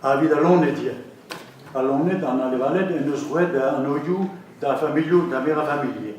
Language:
Breton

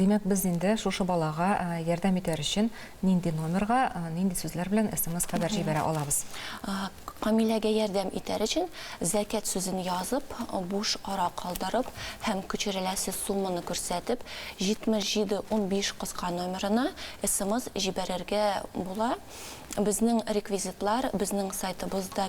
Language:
Tatar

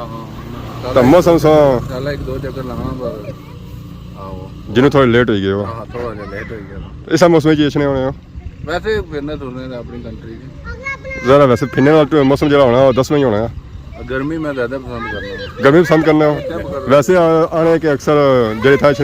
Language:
Pahari-Potwari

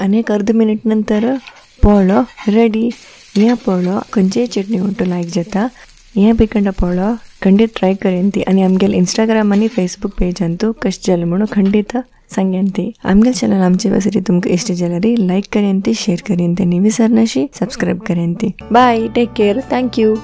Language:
Konkani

